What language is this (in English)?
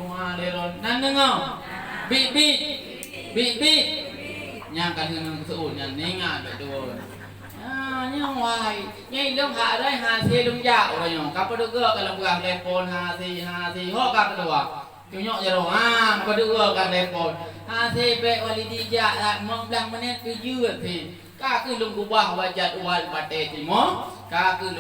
Achinese